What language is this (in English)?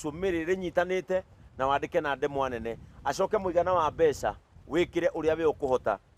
Kikuyu